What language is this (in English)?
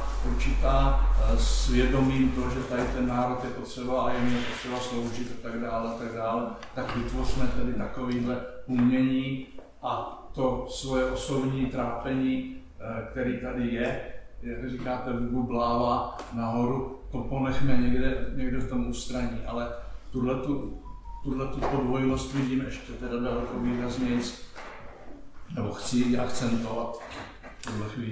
Czech